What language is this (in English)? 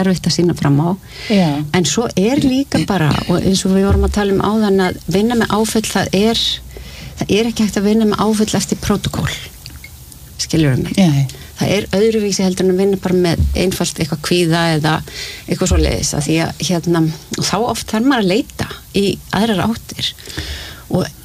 Icelandic